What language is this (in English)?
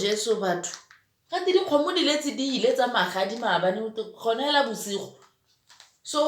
Tswana